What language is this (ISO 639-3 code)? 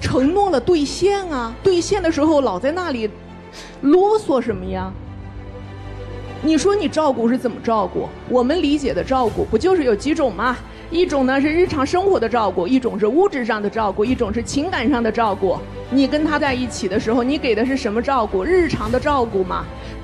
zho